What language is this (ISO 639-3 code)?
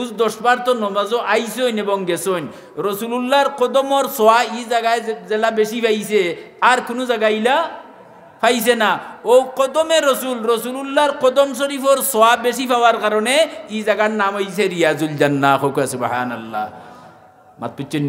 syl